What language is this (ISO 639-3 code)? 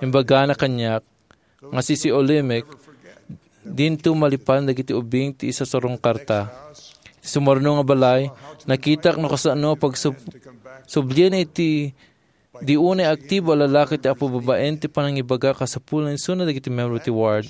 ilo